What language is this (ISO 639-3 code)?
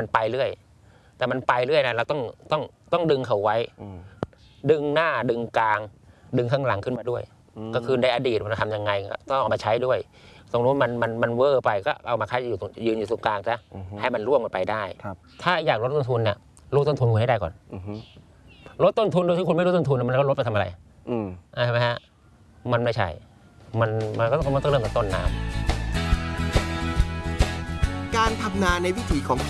tha